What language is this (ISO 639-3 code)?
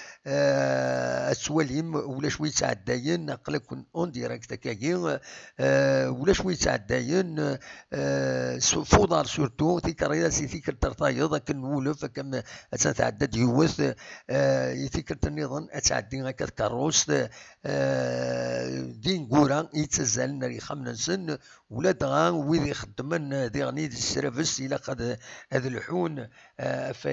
kab